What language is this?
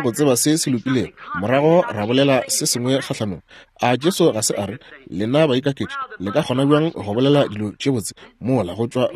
Northern Sotho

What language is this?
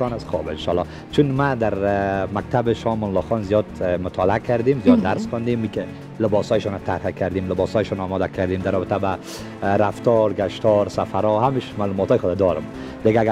Persian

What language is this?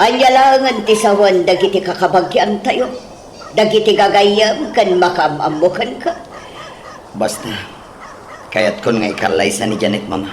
Iloko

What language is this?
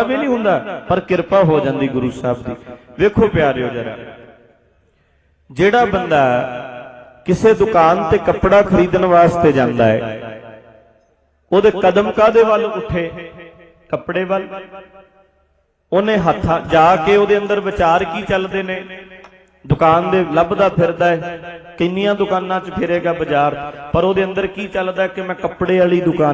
Punjabi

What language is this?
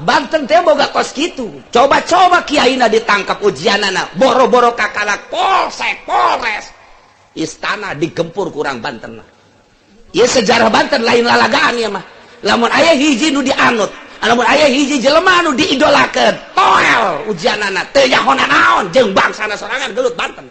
Sundanese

